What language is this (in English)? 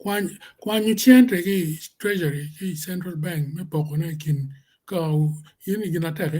Acoli